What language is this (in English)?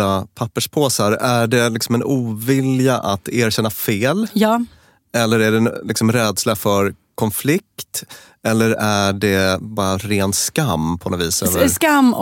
Swedish